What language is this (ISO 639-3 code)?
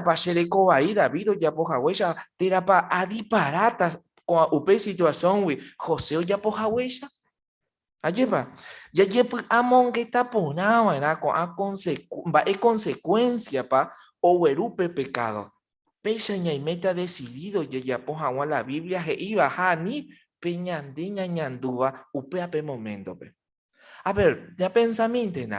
grn